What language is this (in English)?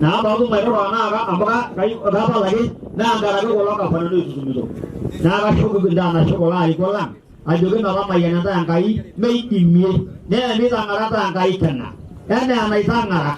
Masai